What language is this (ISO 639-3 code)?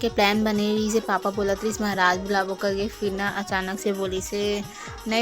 hne